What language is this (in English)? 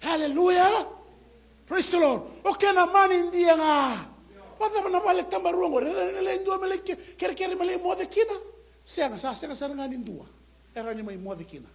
Fijian